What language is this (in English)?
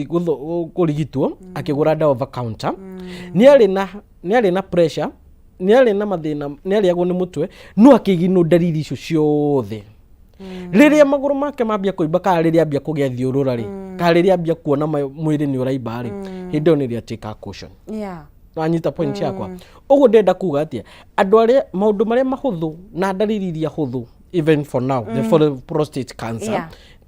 Kikuyu